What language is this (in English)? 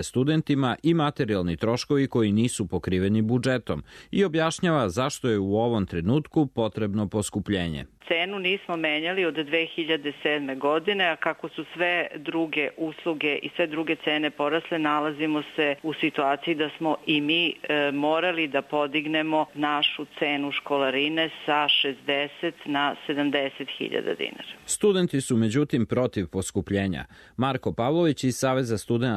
Serbian